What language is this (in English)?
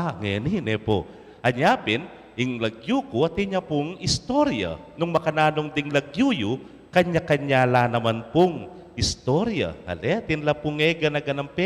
Pampanga